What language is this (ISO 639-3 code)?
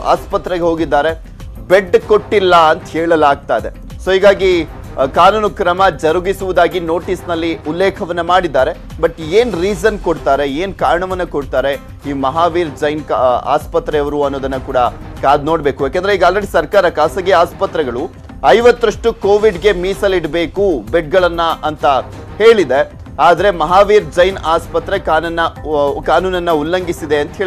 kan